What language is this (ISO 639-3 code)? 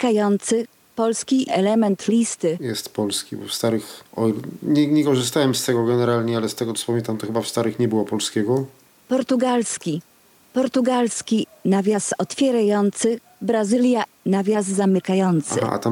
pol